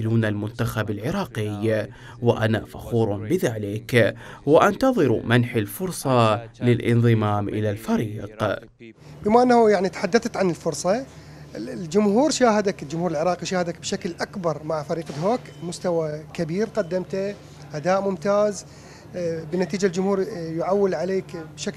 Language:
Mesopotamian Arabic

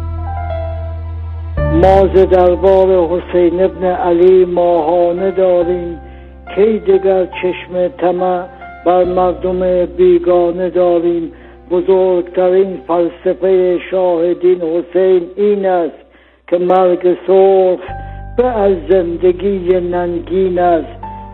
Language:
Persian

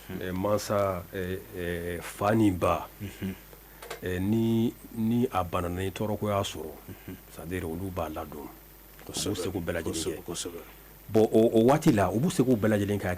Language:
Bambara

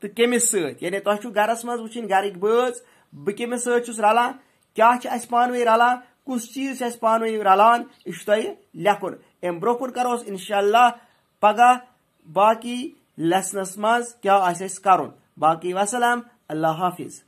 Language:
Kashmiri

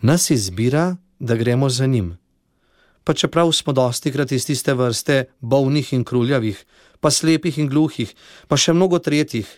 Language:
Slovenian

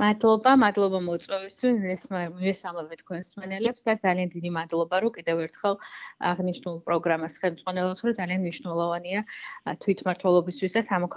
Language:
Georgian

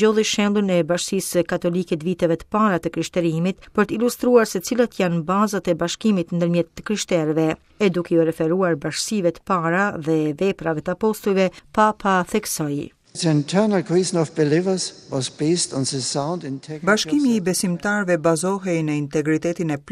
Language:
Albanian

